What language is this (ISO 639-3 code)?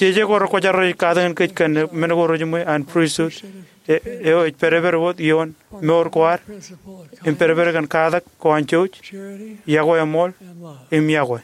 mah